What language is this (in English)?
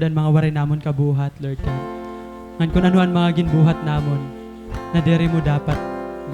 Waray